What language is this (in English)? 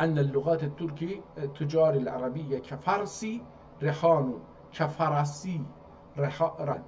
South Azerbaijani